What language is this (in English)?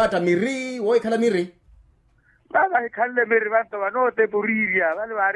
Makhuwa